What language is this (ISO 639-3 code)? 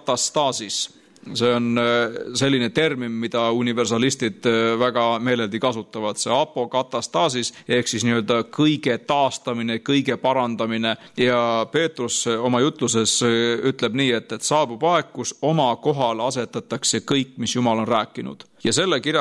est